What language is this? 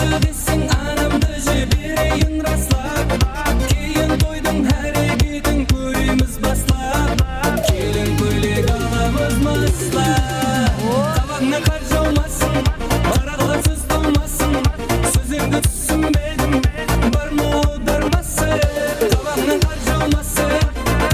Kara-Kalpak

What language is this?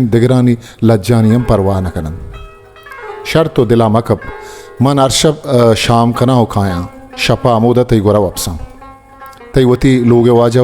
Baluchi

